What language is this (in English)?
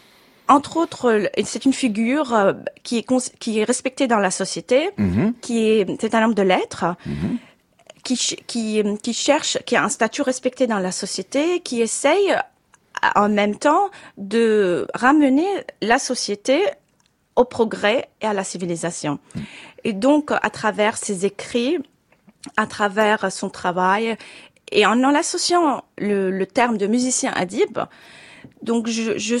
French